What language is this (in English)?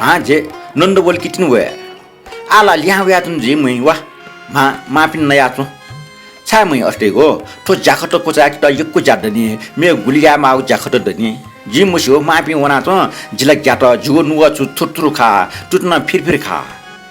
Newari